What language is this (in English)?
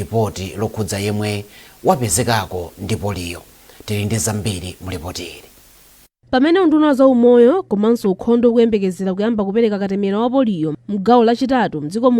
Nyanja